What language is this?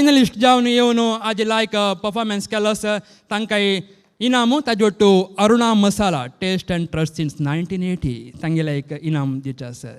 Konkani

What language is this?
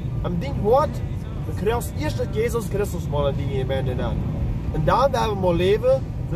Plautdietsch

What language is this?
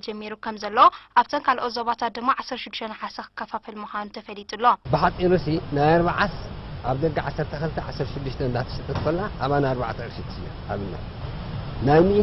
Tigrinya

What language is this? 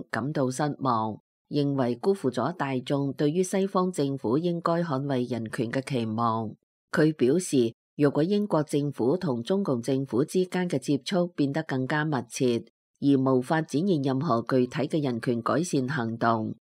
Cantonese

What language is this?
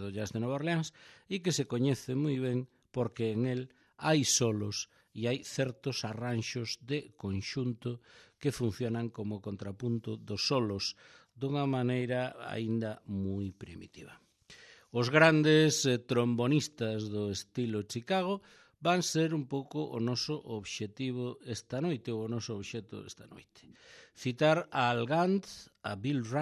Galician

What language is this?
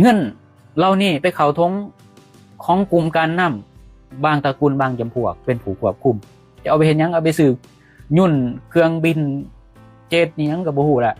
Lao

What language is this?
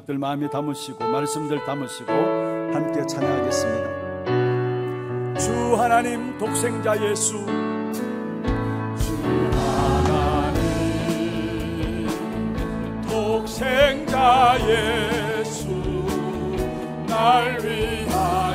Korean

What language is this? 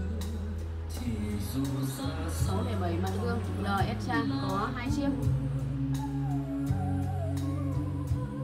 Vietnamese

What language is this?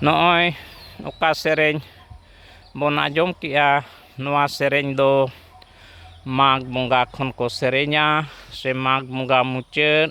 Santali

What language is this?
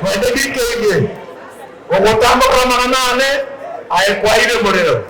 Gusii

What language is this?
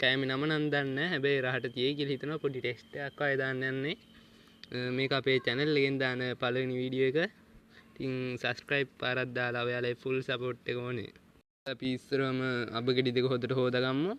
Sinhala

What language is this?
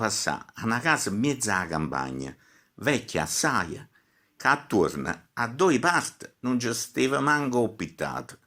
Neapolitan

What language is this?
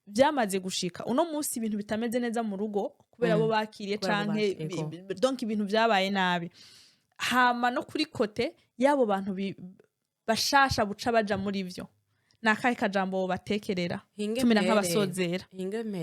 Rundi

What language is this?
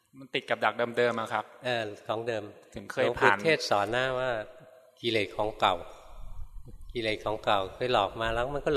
Thai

